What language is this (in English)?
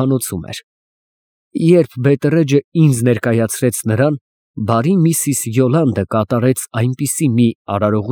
Armenian